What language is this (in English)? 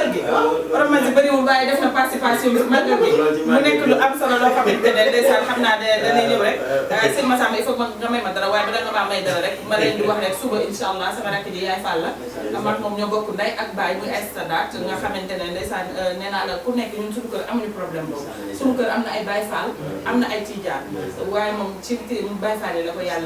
Wolof